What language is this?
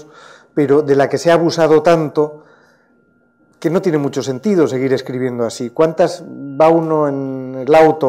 Spanish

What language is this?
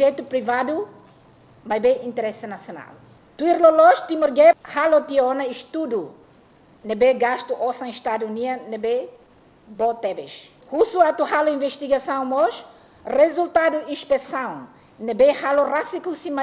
Tetum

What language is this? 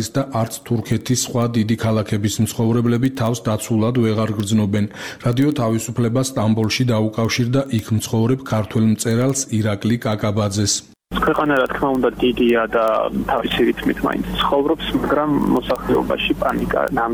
Georgian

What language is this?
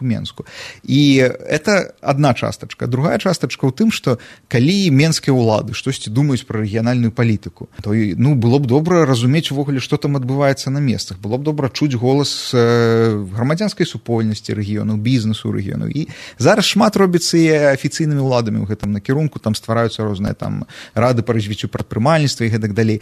Belarusian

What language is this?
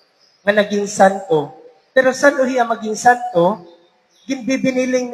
Waray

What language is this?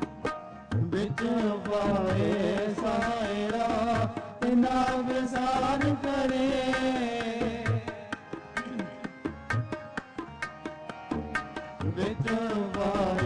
Punjabi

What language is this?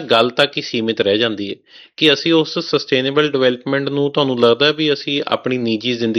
Punjabi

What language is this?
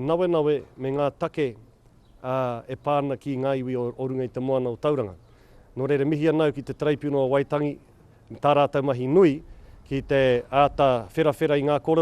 Māori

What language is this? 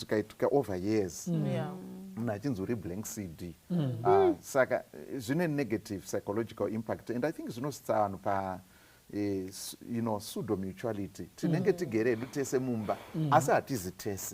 Shona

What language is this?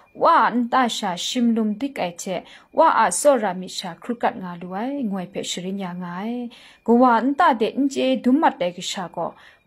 Kachin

